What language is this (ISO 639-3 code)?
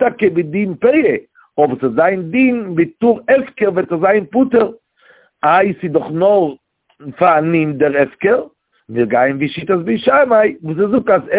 yid